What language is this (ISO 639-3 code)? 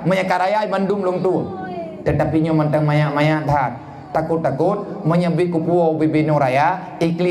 ace